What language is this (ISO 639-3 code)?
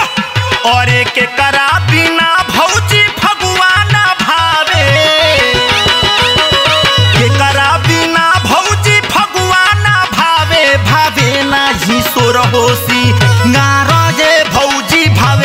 bho